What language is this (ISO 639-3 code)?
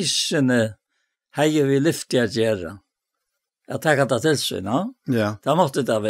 fao